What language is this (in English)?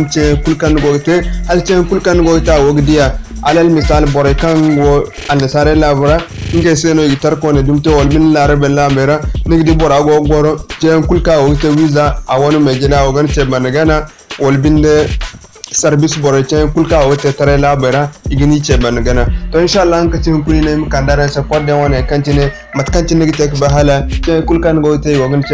Zarma